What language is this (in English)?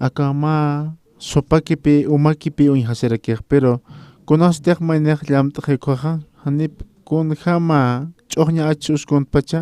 Aymara